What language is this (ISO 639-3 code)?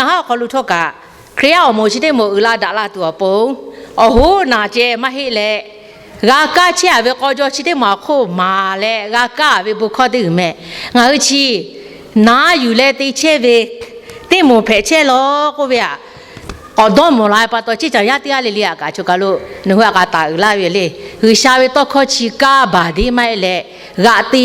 lhu